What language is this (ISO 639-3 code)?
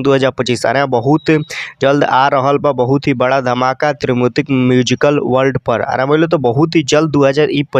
bho